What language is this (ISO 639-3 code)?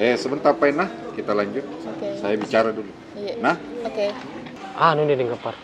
mfp